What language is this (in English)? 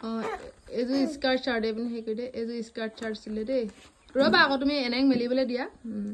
Assamese